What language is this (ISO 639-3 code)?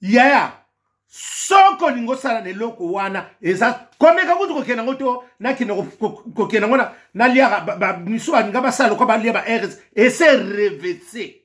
lin